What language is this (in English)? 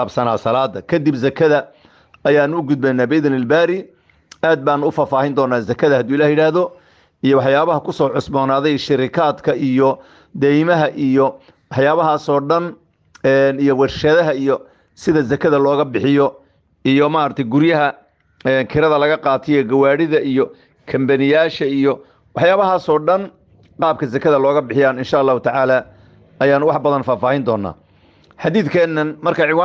Somali